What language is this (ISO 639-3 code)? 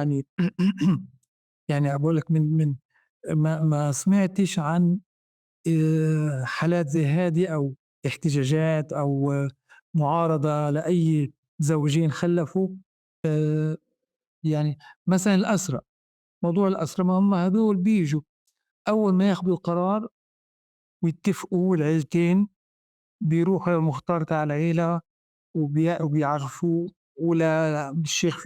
apc